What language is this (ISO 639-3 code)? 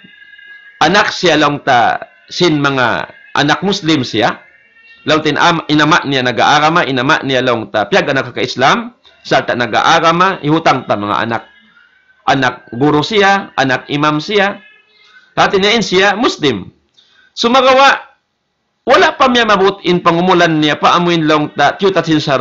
tsg